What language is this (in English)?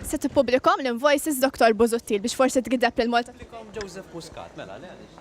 Maltese